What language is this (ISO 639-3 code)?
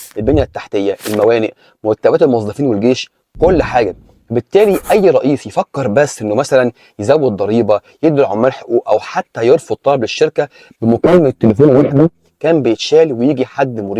arz